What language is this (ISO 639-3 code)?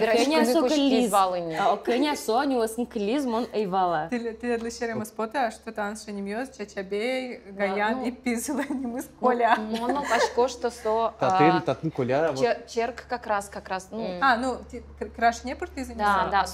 udm